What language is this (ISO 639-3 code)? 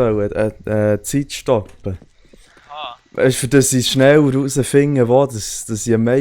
gsw